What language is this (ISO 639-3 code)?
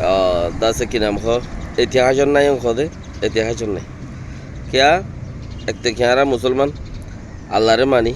rhg